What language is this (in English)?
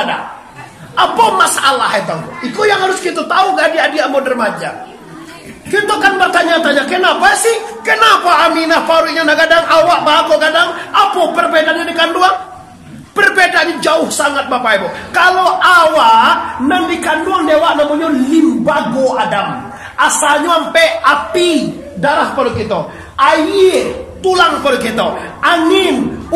Minangkabau